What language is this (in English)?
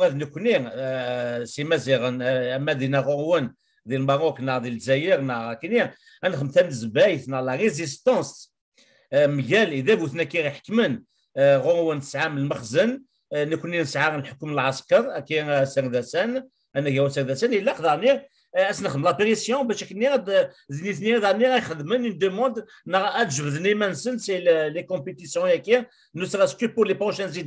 Kabyle